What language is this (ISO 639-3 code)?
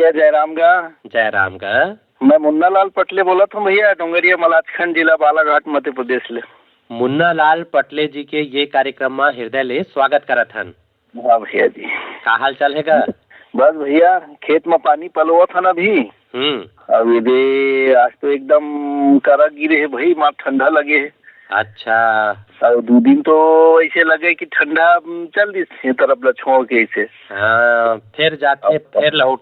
hne